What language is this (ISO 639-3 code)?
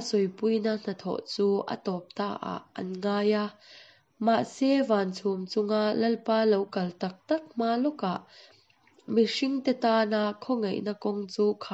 cnh